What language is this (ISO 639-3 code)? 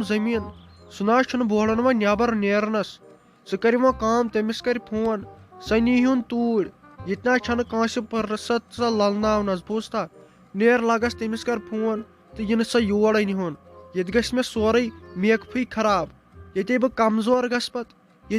kas